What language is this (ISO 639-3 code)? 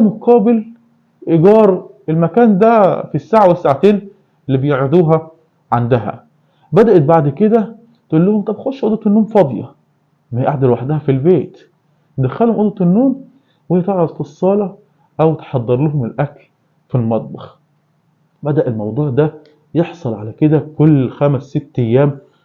arz